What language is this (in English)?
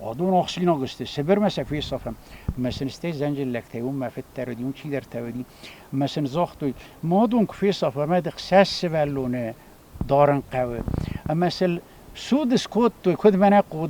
Ossetic